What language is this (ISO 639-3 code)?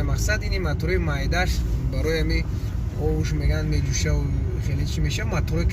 tgk